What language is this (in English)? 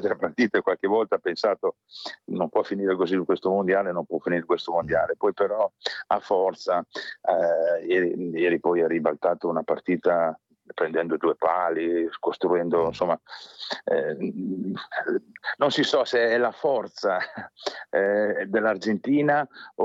Italian